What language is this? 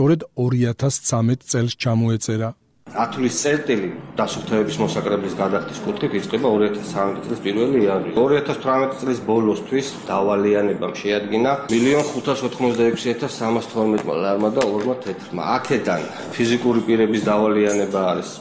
Georgian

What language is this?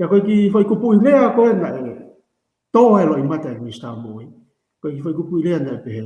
Tongan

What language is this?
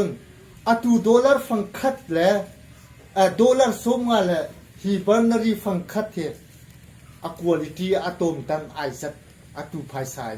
Hakha Chin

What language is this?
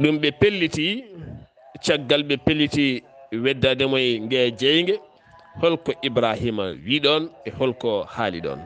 Fula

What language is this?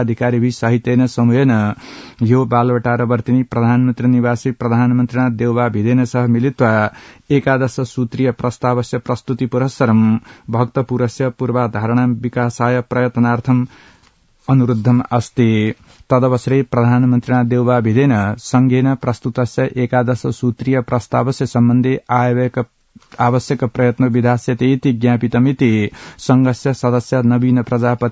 Sanskrit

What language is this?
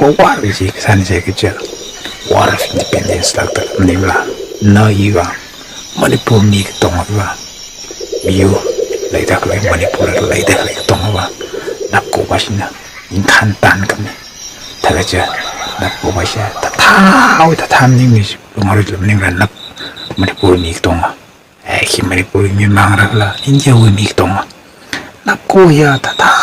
Tangkhul Naga (India)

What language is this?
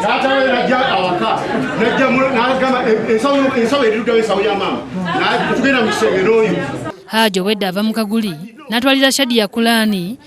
Ganda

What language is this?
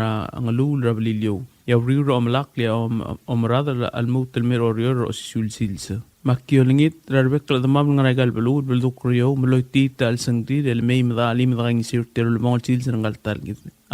Palauan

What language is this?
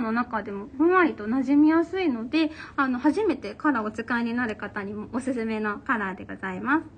Japanese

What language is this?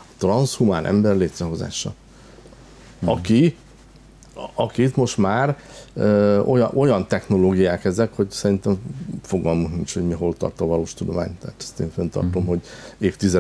Hungarian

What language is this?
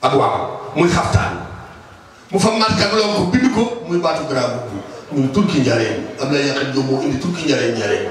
Wolof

